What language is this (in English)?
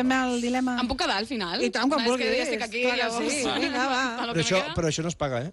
Catalan